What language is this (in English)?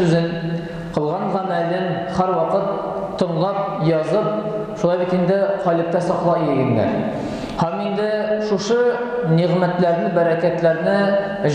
Tatar